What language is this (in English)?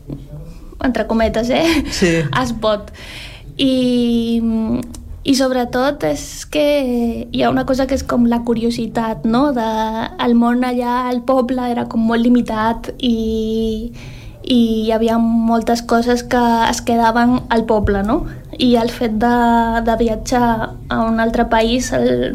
Catalan